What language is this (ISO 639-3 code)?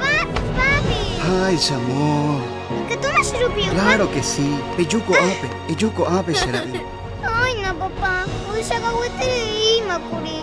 grn